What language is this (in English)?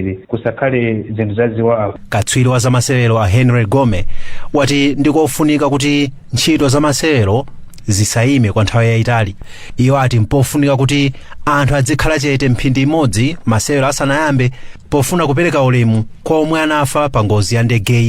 Nyanja